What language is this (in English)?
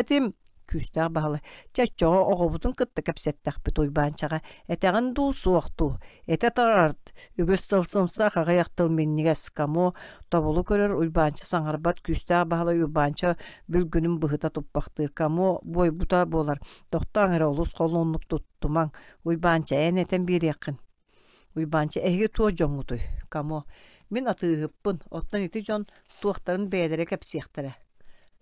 Yakut